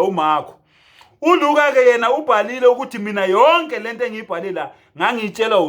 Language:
Zulu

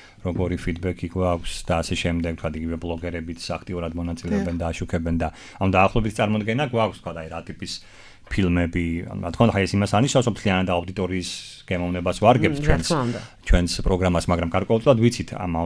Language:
Georgian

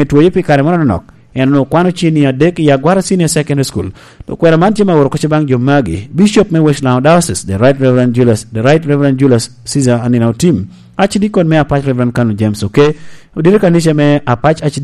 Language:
Lango (Uganda)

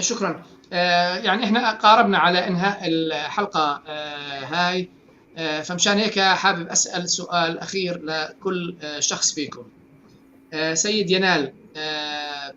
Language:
North Levantine Arabic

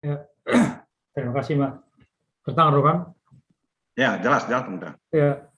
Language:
Batak Simalungun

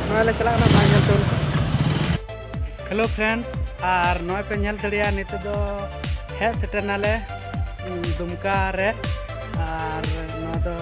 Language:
Santali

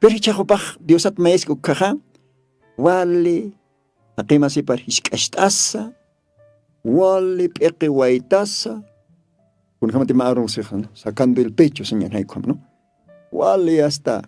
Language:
Aymara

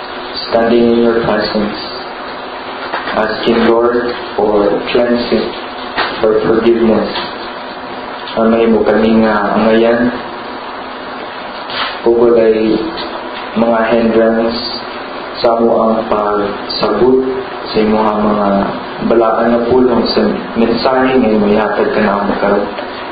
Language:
Cebuano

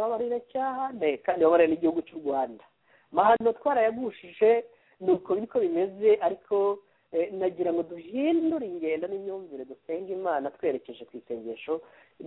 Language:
Kinyarwanda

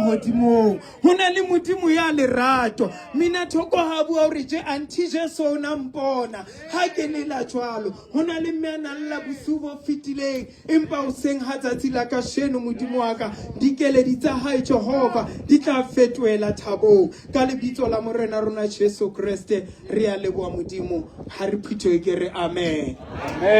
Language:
Southern Sotho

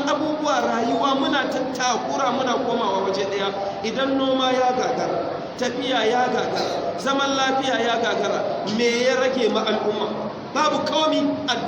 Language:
Hausa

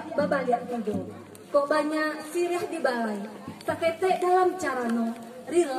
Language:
Minangkabau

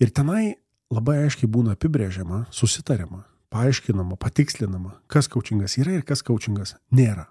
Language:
Lithuanian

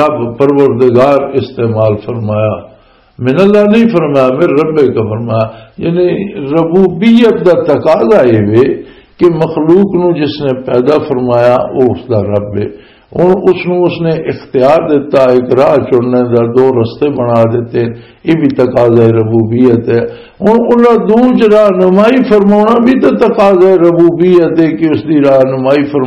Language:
Western Panjabi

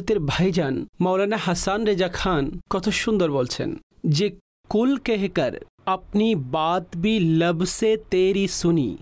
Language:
Bangla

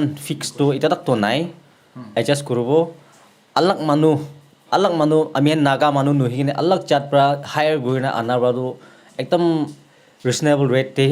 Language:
Naga Pidgin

